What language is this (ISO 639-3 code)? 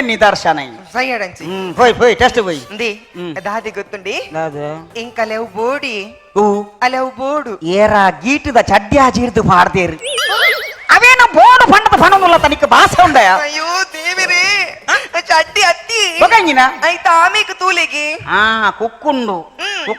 tcy